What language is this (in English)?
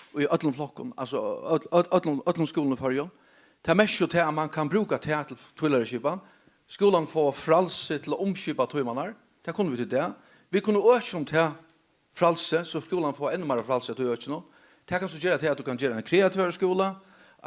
Faroese